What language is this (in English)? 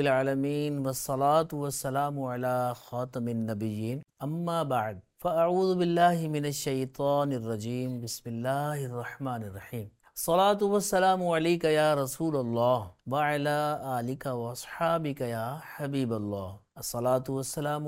Urdu